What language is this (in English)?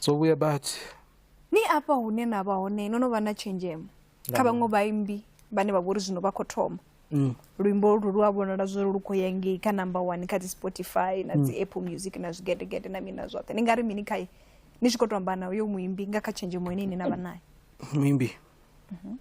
Venda